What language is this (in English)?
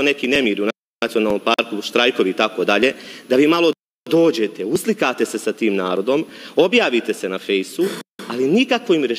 Serbian